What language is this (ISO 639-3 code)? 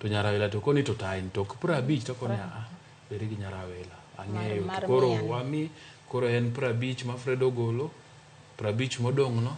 luo